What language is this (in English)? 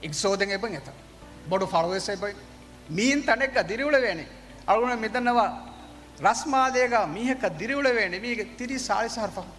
Divehi